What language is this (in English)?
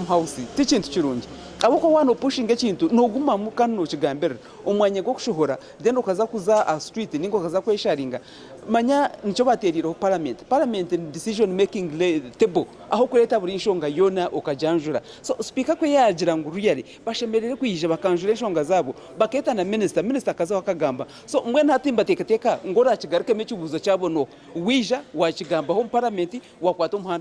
Nyankole